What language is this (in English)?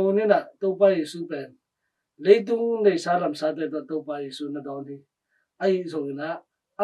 Tedim Chin